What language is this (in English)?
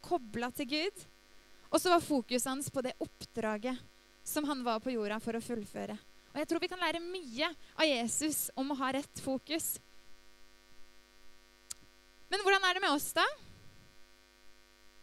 Norwegian